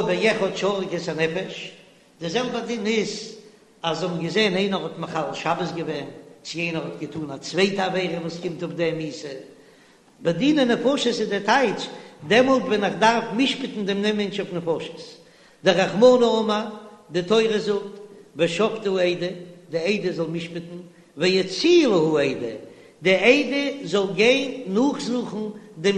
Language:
Yiddish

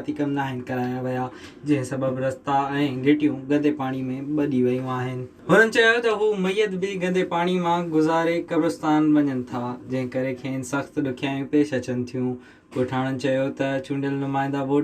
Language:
Sindhi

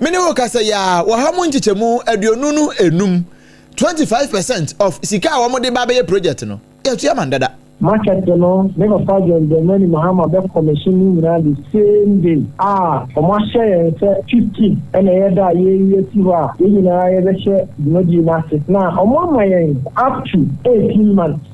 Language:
Akan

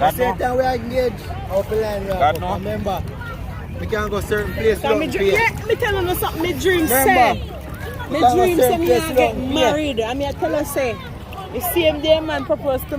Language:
Jamaican Creole English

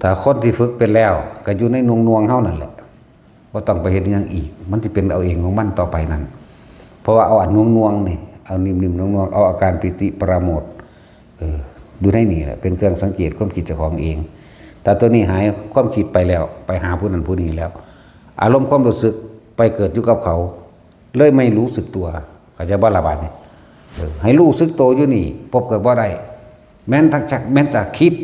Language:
Northeastern Thai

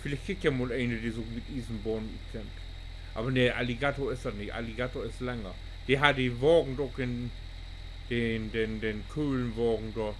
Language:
Low German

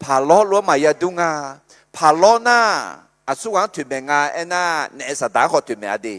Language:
Akha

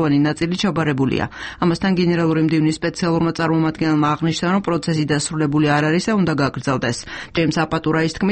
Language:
Georgian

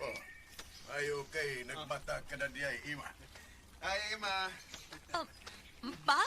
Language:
Cebuano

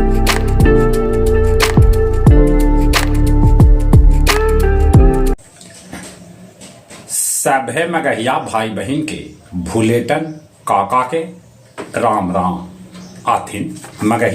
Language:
Magahi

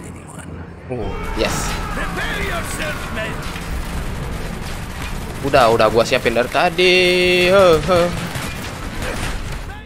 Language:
Indonesian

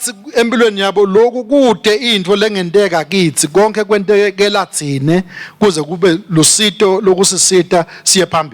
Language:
Swati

